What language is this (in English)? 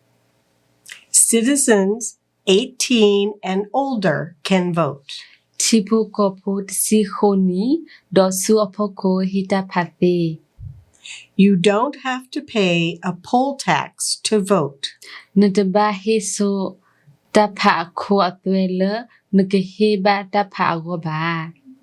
S'gaw Karen